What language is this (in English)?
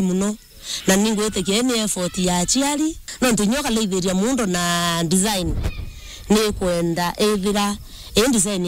Meru